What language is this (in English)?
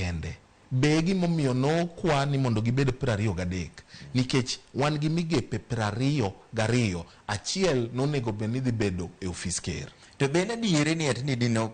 Luo (Kenya and Tanzania)